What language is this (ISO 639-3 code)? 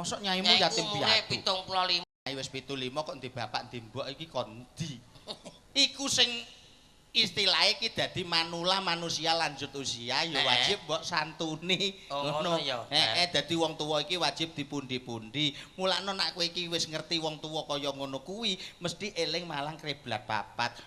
jav